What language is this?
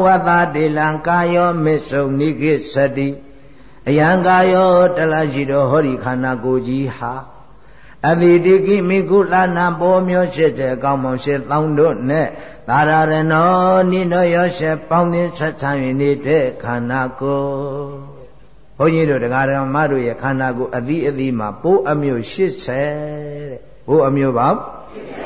Burmese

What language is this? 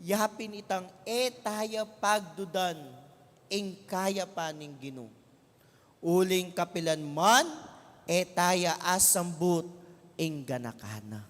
Pampanga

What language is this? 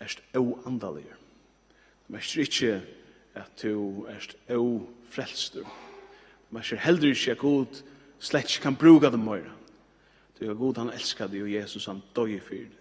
Faroese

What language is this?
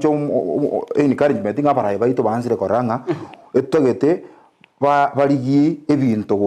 Gusii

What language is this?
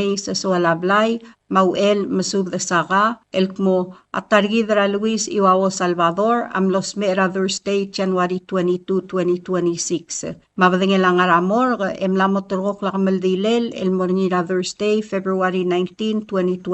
Palauan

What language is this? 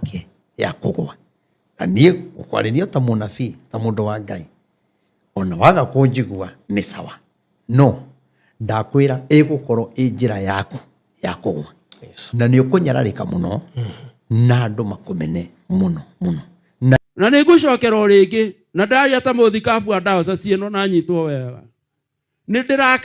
Kikuyu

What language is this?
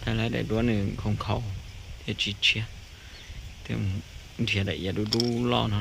Hmong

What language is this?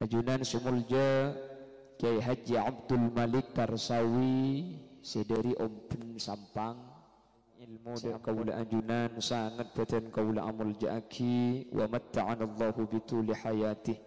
Madurese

